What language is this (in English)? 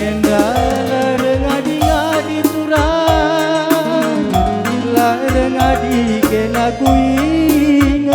Batak Karo